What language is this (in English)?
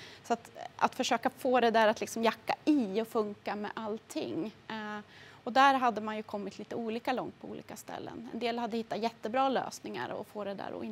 Swedish